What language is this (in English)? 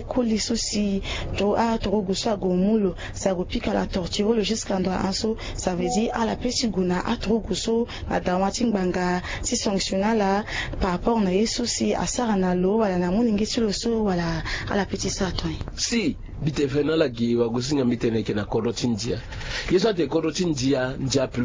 Sango